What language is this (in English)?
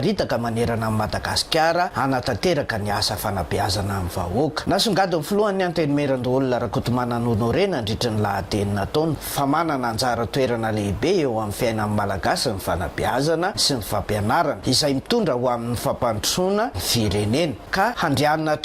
Malagasy